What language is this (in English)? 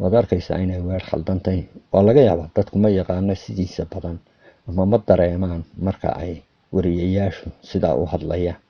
Somali